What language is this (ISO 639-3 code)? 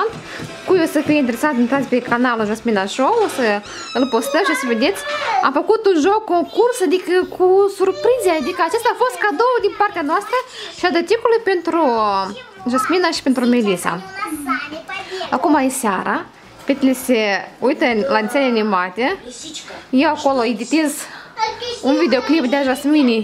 ron